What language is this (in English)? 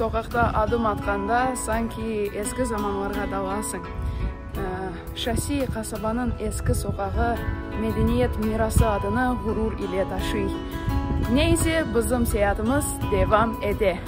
Crimean Tatar